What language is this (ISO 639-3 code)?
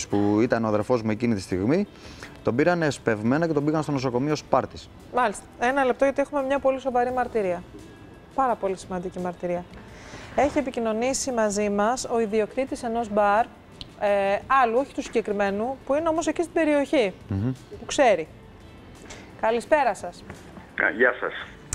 ell